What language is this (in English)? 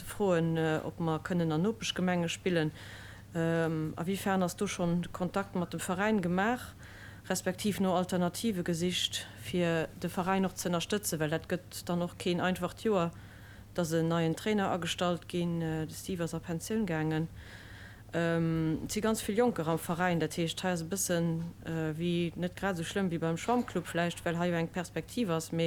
Luxembourgish